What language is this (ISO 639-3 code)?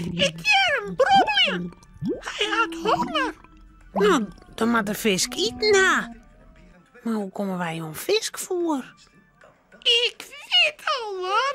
fry